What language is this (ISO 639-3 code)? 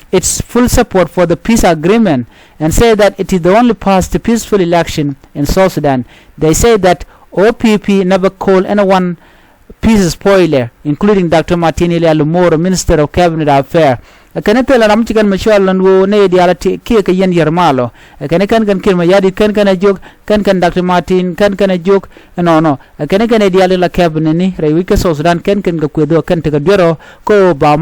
nus